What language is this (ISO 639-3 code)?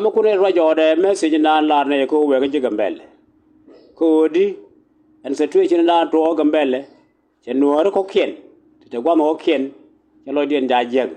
nus